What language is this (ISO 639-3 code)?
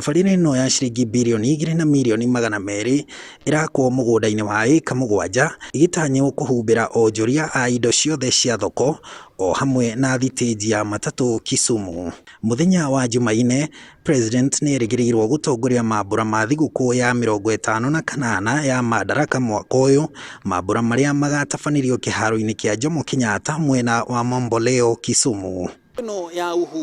kik